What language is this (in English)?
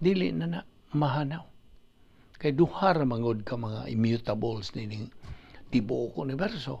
Cebuano